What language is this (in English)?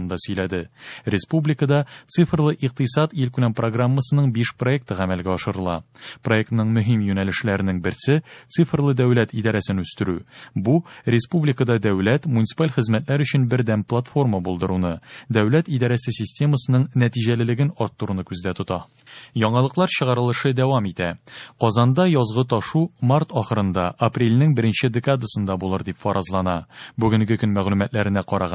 Tatar